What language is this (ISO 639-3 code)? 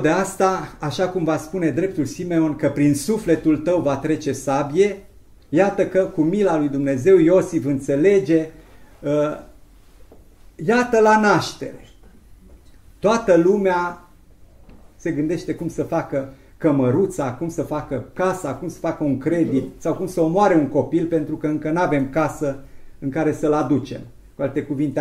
ron